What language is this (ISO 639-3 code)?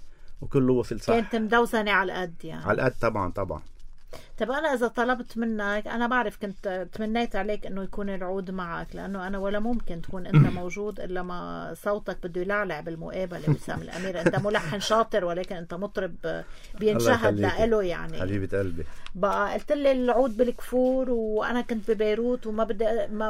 apc